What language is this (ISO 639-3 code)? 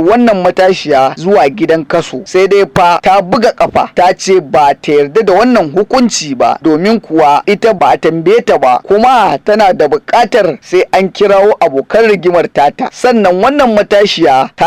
hau